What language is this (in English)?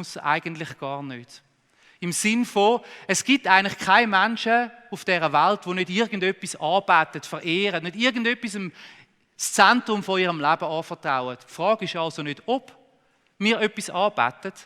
Swiss German